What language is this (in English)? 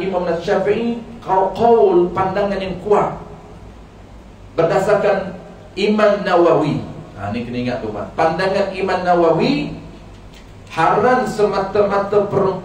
Malay